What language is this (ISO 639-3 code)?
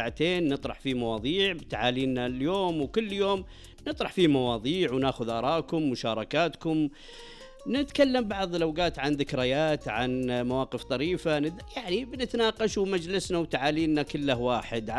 ars